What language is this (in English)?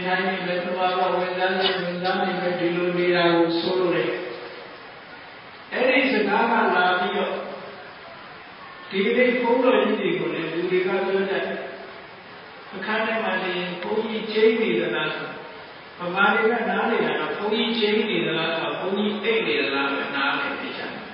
Burmese